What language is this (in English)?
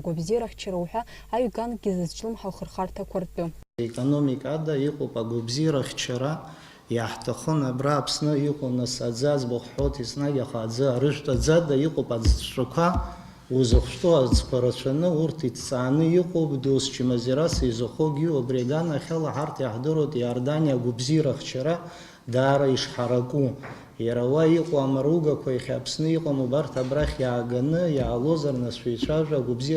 Abkhazian